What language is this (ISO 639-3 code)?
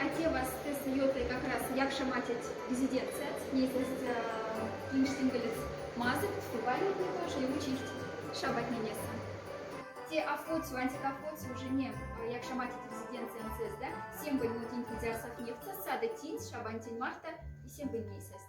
mdf